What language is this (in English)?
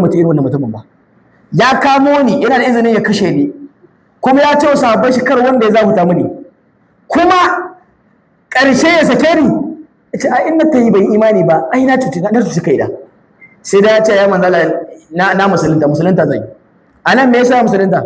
Hausa